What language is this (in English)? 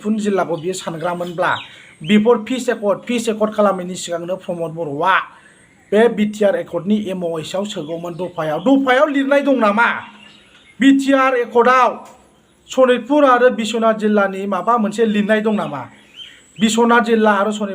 Bodo